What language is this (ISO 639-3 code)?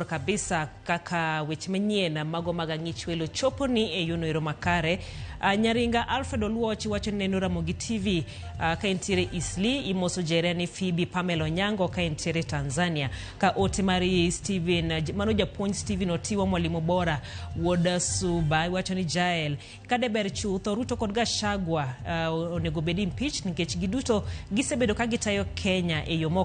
luo